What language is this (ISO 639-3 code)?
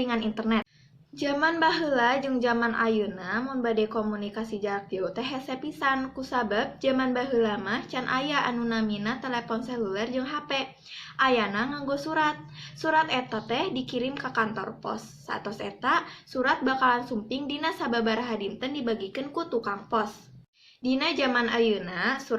sun